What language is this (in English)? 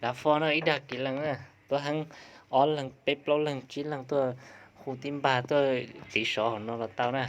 Hmong